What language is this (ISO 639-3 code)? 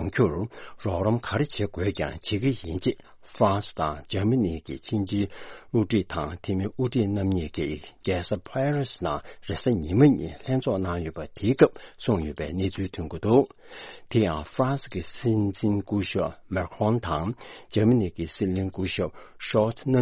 bod